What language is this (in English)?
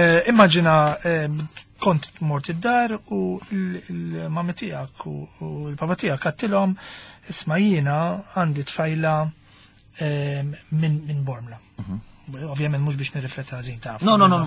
Maltese